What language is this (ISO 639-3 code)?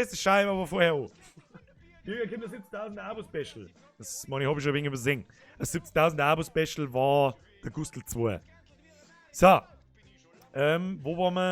bar